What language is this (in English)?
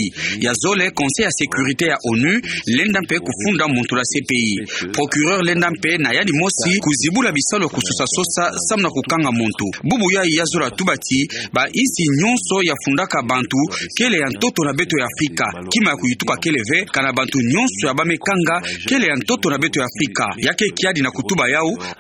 Kituba (Democratic Republic of Congo)